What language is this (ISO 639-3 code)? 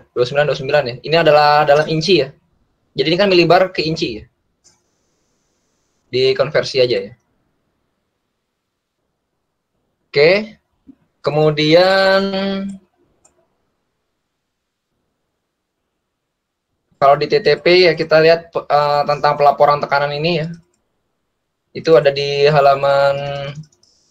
ind